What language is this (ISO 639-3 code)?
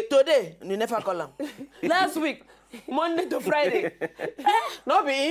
pcm